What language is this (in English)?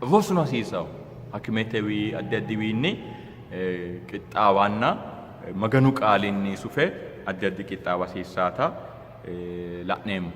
Sidamo